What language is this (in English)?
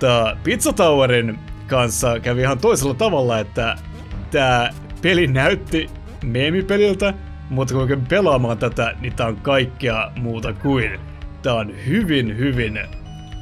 Finnish